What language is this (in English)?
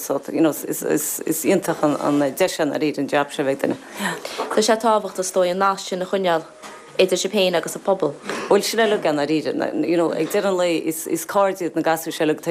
Irish